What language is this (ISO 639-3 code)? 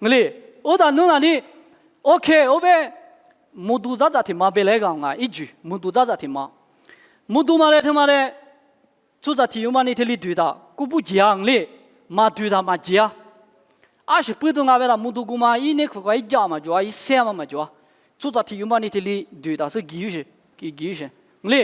lis